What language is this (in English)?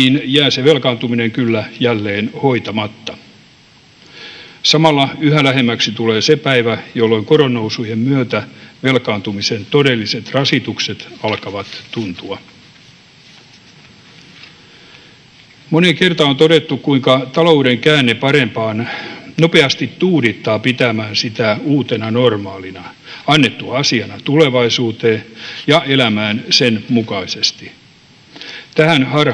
Finnish